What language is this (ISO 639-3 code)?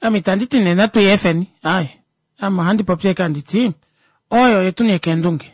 kua